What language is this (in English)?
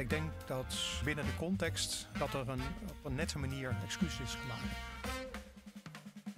Dutch